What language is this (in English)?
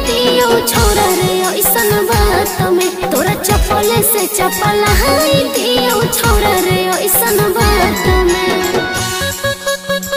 Magahi